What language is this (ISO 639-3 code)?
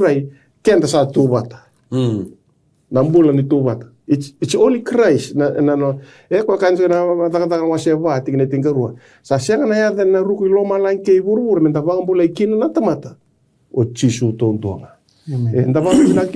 fij